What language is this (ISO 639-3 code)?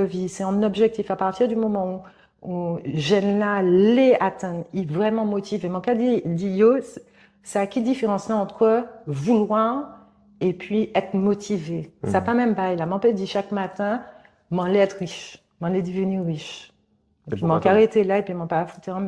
gcf